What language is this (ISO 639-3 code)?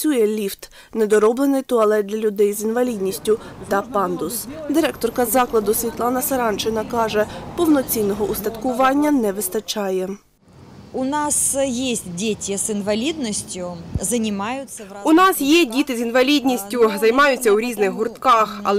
ukr